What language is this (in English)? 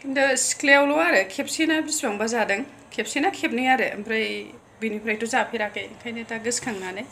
Bodo